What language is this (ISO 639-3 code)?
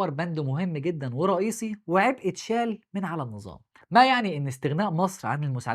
arz